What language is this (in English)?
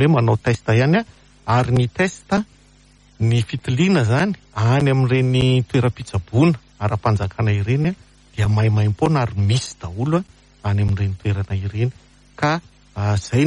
Malagasy